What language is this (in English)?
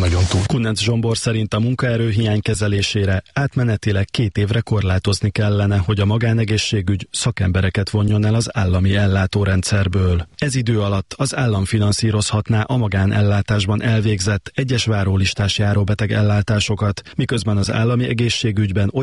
Hungarian